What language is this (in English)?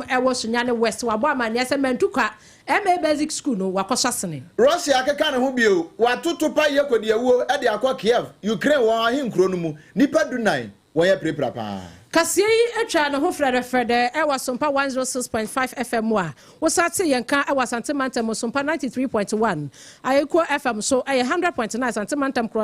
Akan